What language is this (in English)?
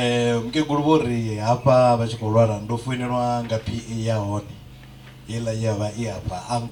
Venda